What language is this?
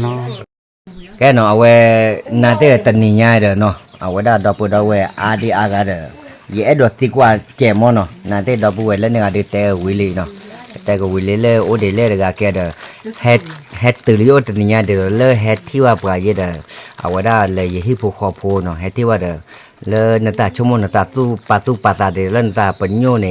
S'gaw Karen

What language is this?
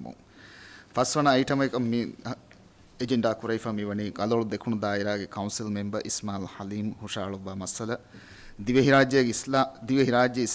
Divehi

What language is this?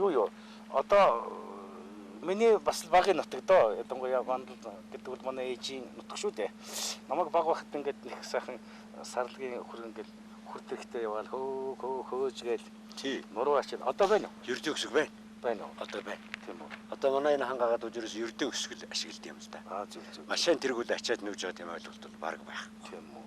Mongolian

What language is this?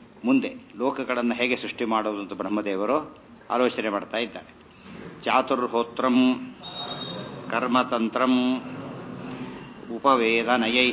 Kannada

